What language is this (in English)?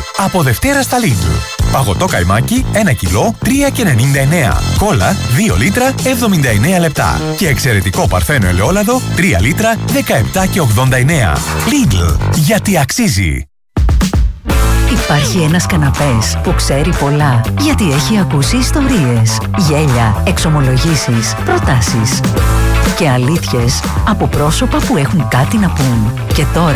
Greek